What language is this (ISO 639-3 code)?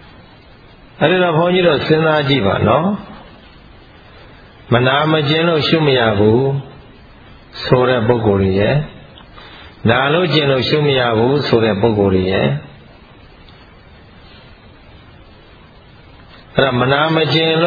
mya